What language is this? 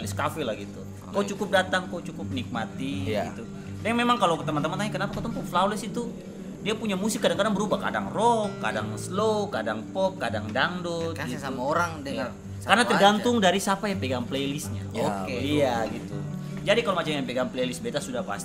Ambonese Malay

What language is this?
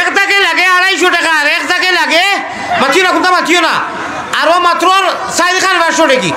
Sylheti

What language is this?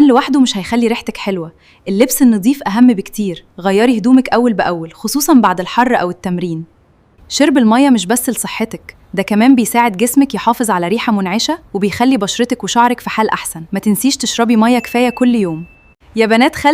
Egyptian Arabic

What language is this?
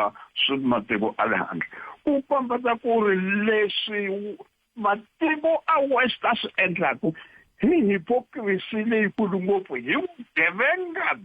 Tsonga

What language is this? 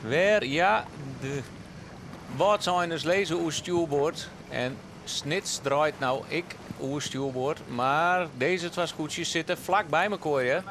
Western Frisian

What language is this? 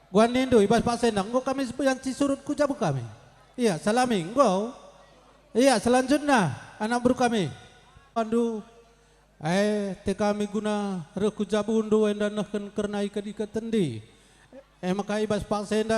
Batak Karo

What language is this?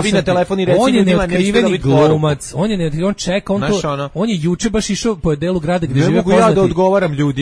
Serbian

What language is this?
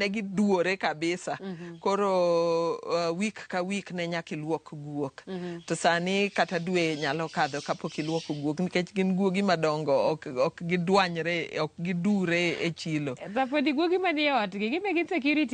Luo (Kenya and Tanzania)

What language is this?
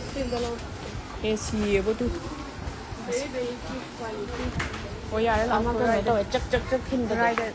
Manipuri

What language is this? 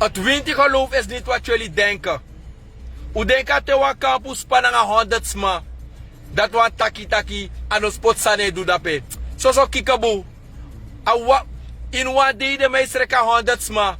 Sranan Tongo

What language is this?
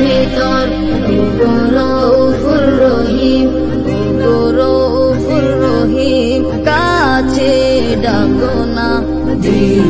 Bangla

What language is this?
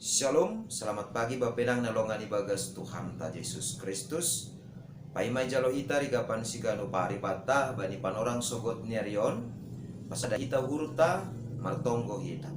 Batak Simalungun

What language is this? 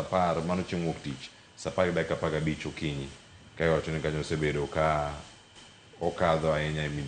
Luo (Kenya and Tanzania)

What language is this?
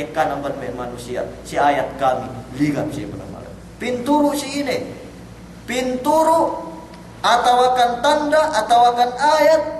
Yakan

